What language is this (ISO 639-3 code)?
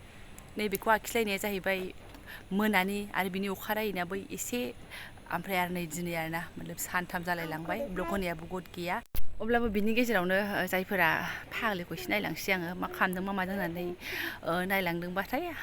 brx